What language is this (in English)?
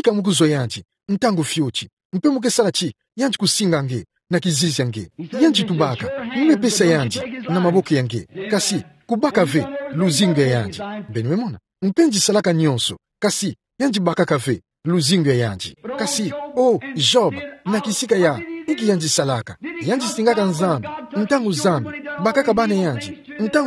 Kituba (Democratic Republic of Congo)